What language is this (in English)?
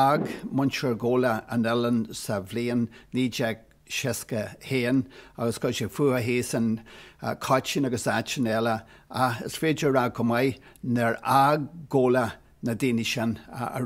Irish